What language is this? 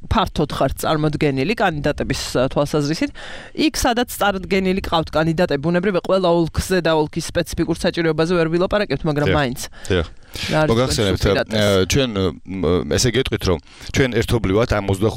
Georgian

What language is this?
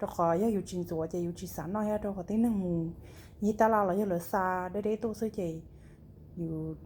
Hmong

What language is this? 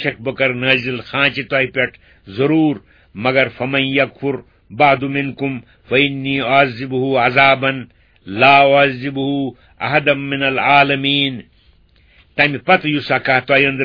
Kashmiri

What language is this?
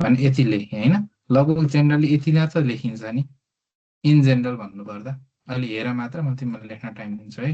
Nepali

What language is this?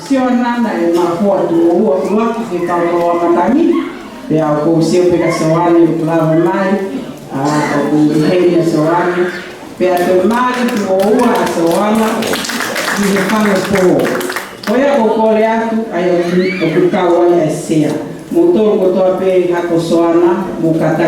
Tongan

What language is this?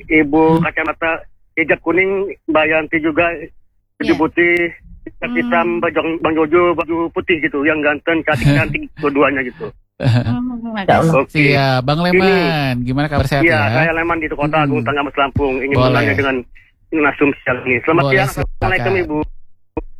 Indonesian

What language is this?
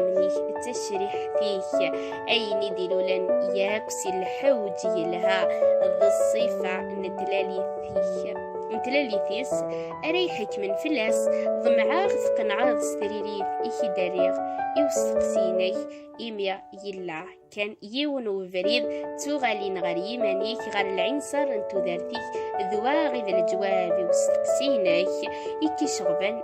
Kabyle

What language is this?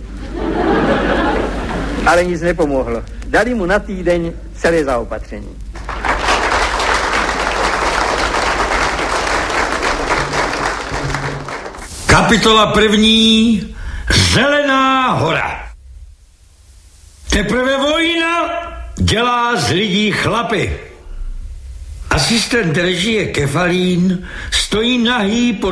Czech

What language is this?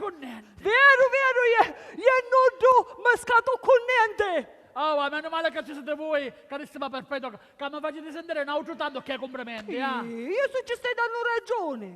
Sicilian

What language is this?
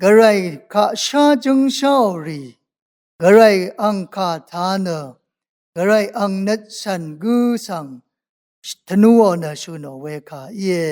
Rawang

